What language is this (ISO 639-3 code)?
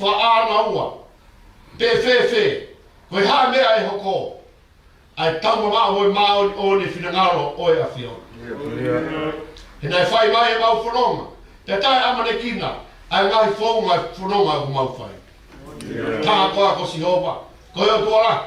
ton